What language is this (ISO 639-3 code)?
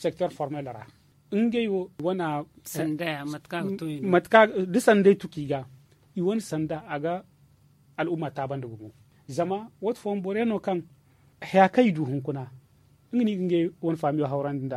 dje